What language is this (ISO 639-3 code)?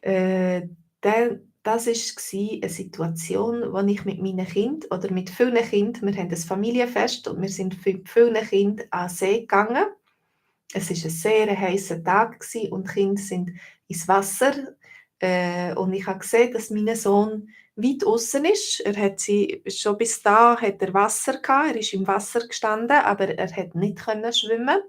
gsw